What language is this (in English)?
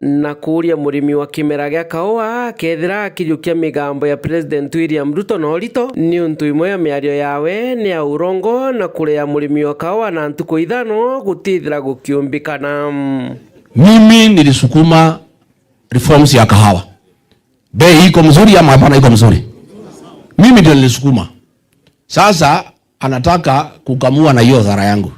Meru